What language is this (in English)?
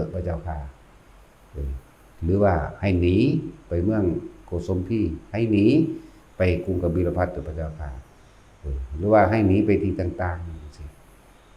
Northeastern Thai